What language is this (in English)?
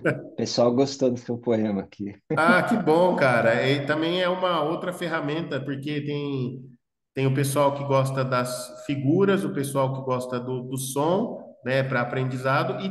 Portuguese